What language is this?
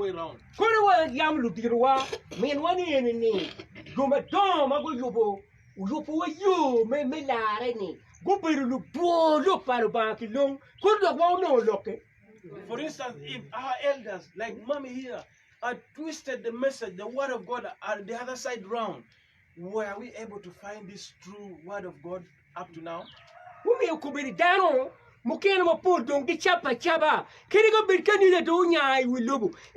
Acoli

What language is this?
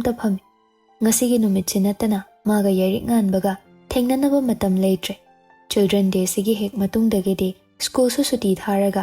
Manipuri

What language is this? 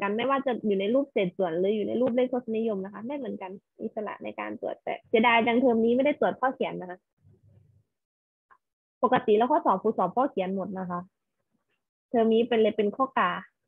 Thai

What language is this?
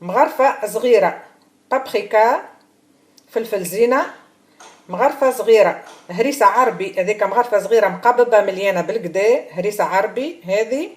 Tunisian Arabic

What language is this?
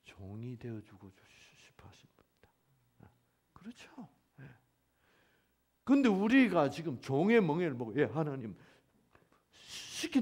Korean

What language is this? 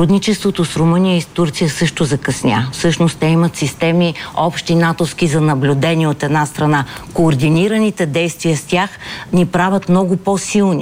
Bulgarian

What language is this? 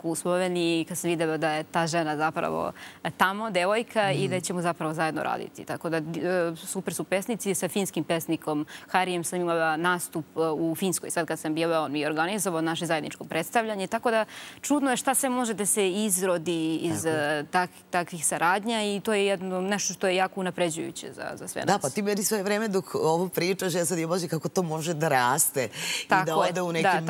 Serbian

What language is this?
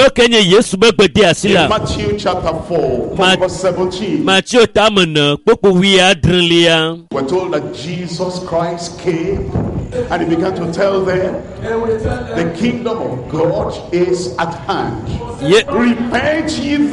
Ewe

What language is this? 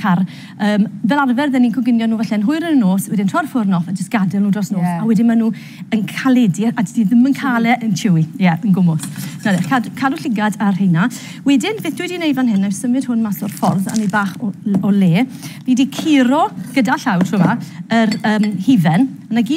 Welsh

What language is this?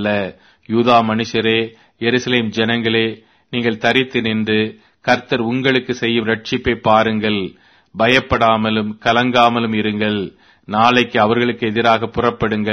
Tamil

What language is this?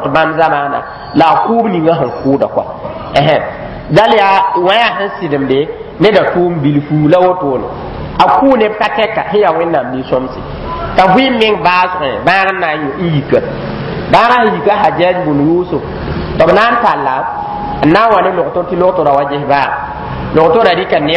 Mossi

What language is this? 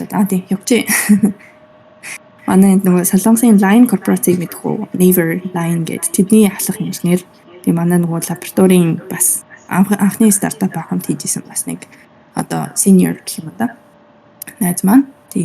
Mongolian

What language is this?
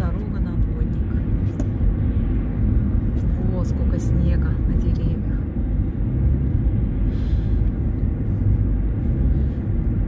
Russian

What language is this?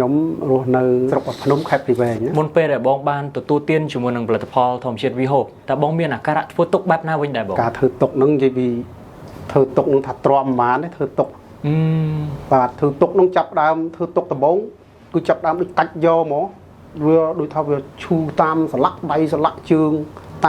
Khmer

